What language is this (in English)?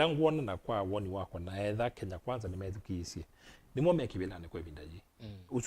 Kamba